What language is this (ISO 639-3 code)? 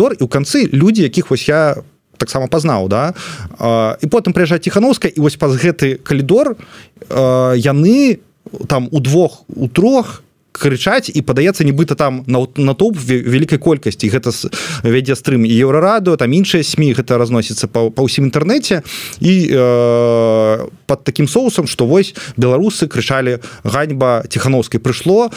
bel